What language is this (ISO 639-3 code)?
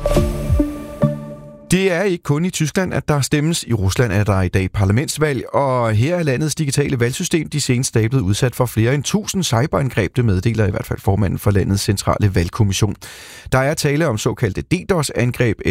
dan